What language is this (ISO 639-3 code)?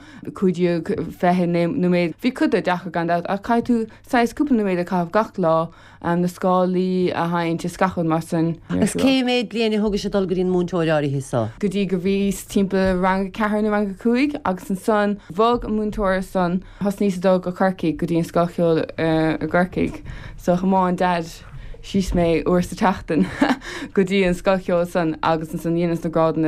gle